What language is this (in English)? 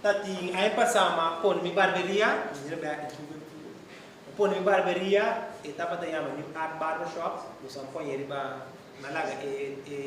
Papiamento